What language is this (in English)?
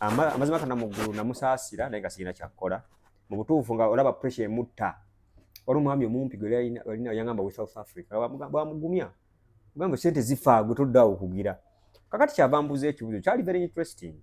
Ganda